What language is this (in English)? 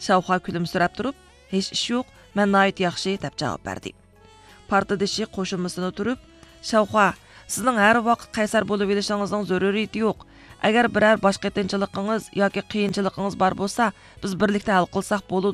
Uyghur